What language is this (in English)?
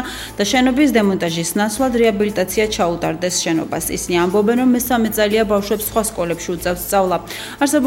Georgian